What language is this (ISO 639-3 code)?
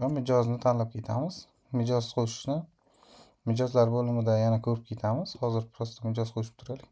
uzb